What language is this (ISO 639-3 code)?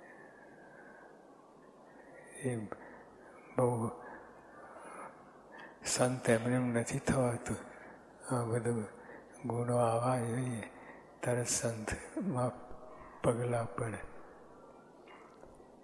guj